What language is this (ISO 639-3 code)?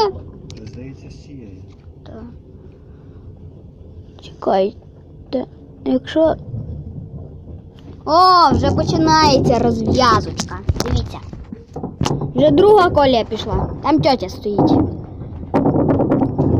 ukr